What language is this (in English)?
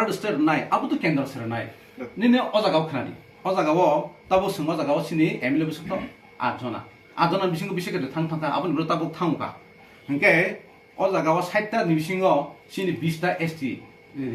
Kok Borok